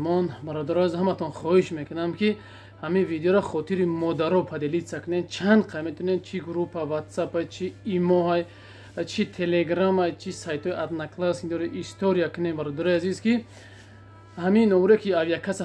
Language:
Tajik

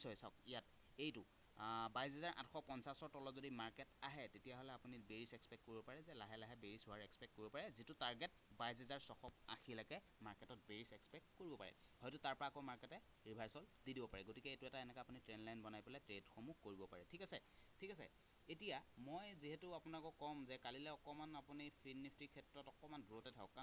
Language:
Assamese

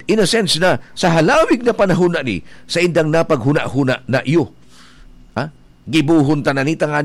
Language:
Bikol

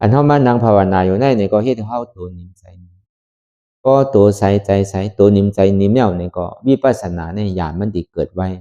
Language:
Shan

